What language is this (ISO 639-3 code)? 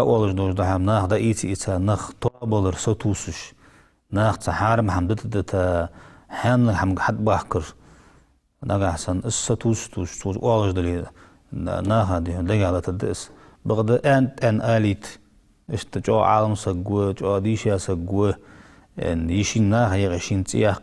inh